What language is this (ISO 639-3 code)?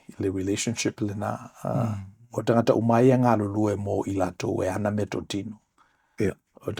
smo